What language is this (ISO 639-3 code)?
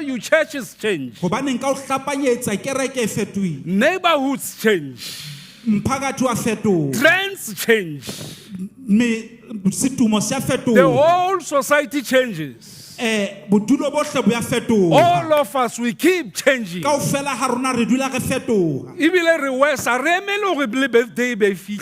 sot